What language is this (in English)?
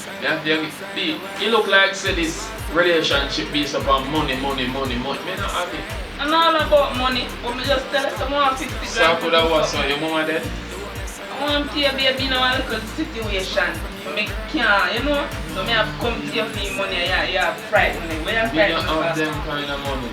Jamaican Creole English